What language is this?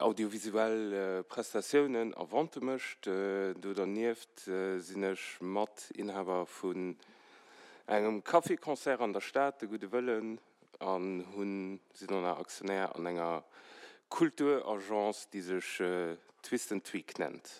Luxembourgish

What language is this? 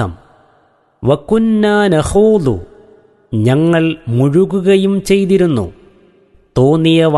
Malayalam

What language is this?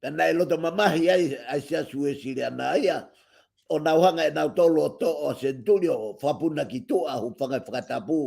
Tongan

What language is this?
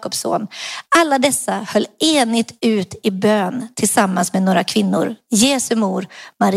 Swedish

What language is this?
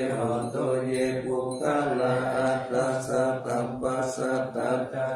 Pali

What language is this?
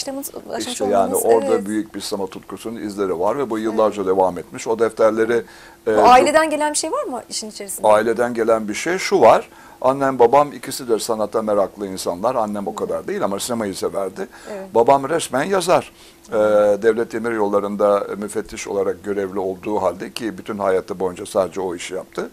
Turkish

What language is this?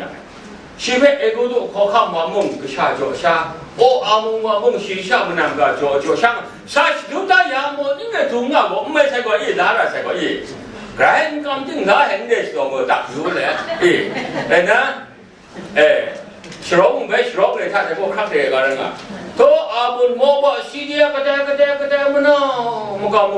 Kachin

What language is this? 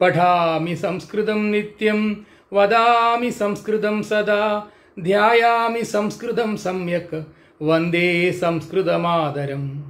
Sanskrit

